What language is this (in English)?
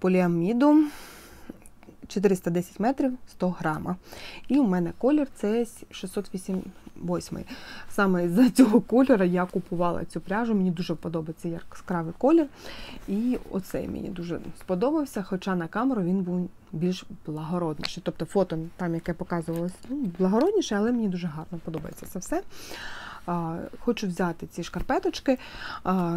Ukrainian